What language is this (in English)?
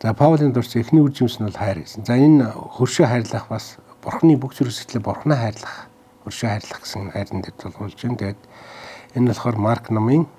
Mongolian